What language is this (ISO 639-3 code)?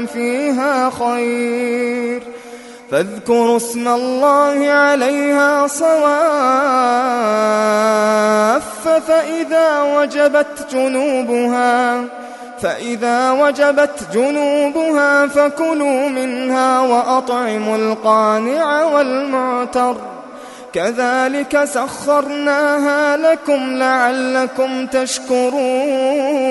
ara